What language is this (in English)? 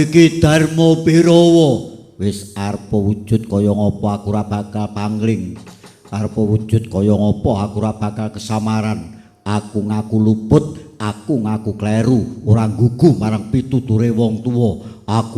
Javanese